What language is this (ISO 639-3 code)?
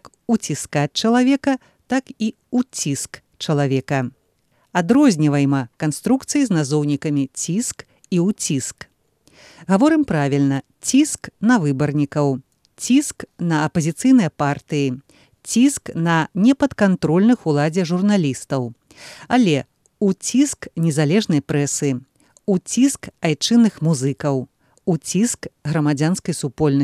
bel